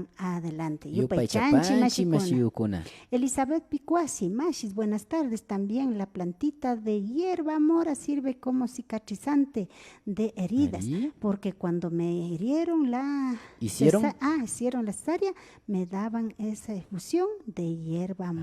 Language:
Imbabura Highland Quichua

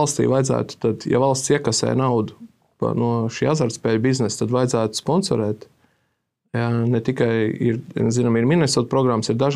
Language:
Latvian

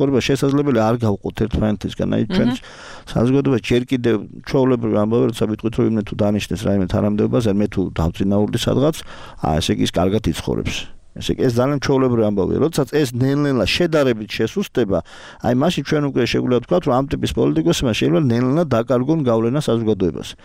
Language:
Georgian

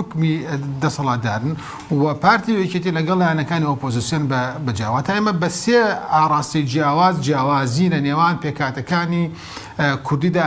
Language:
Central Kurdish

